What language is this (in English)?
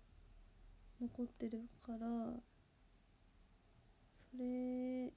Japanese